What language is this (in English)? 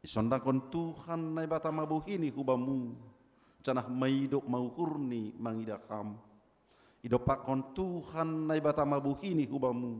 Batak Simalungun